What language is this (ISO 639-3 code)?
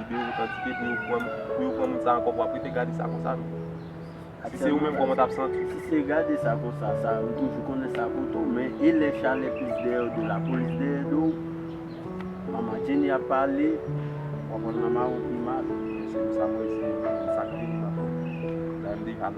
hat